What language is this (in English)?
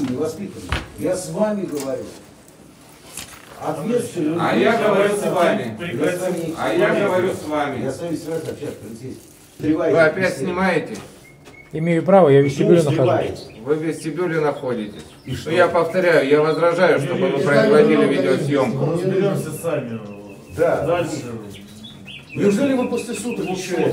Russian